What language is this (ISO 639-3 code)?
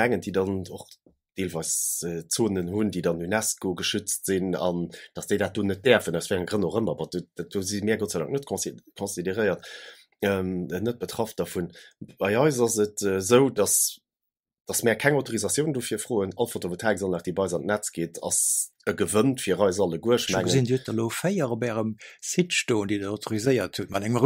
ltz